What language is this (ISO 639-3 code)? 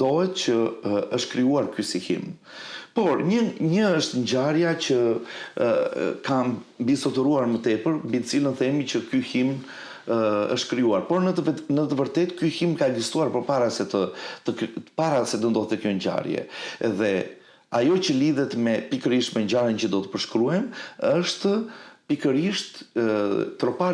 sqi